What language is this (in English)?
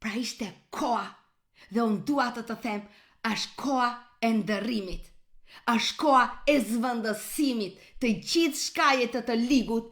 Albanian